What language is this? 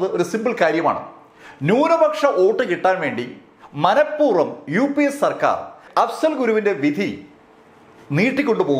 Malayalam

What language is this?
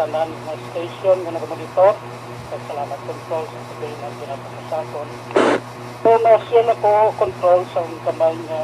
Hiligaynon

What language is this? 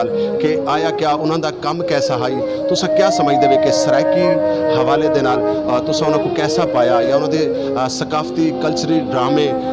Saraiki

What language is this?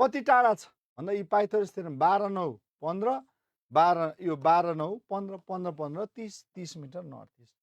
Nepali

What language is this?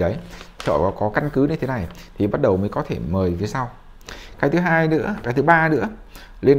Vietnamese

